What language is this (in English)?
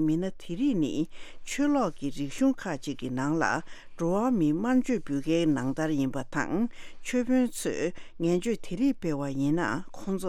Tibetan